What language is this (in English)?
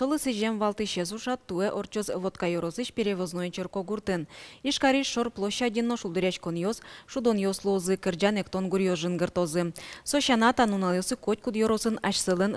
Udmurt